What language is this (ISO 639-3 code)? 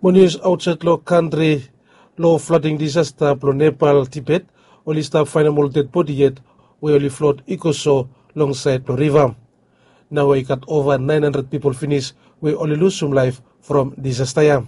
bis